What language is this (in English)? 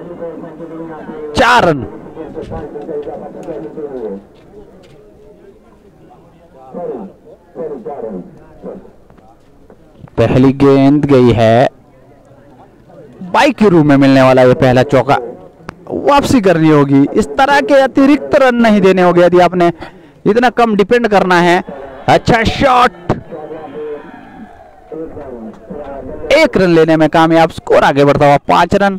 Hindi